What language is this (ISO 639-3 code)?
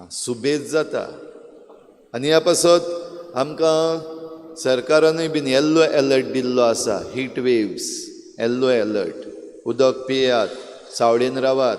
kok